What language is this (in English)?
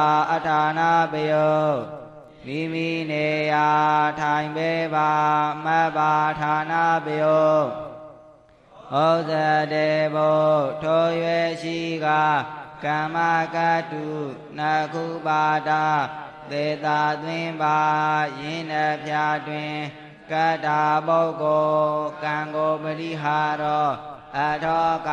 Burmese